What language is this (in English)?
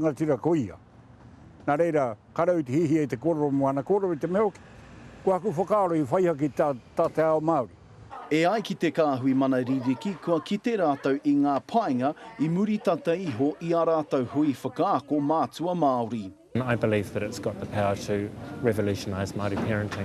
Māori